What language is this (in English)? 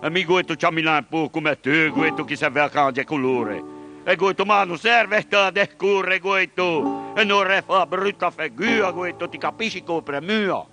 Ligurian